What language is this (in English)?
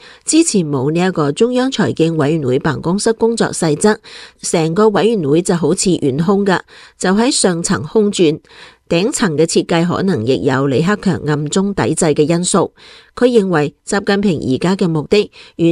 Cantonese